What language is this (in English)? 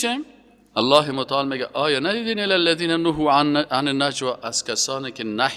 Persian